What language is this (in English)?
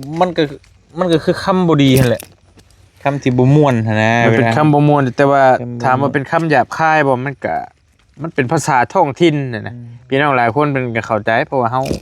Northeastern Thai